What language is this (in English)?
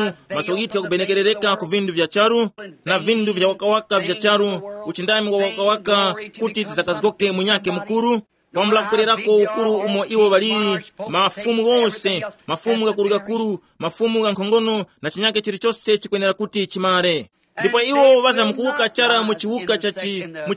Tumbuka